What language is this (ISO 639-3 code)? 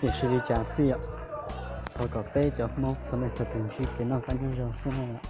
hmn